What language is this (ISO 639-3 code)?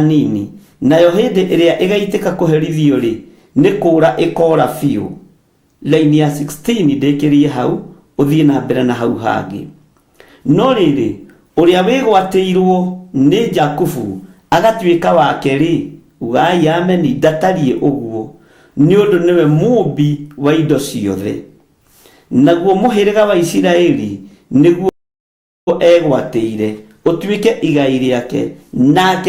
kik